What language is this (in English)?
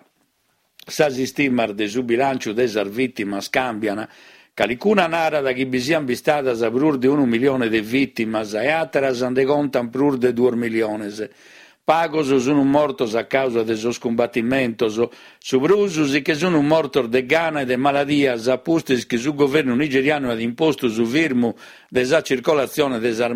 Sardinian